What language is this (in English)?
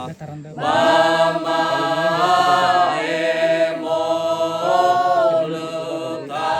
Nias